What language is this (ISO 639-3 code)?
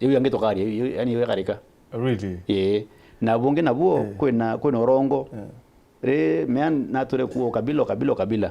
mer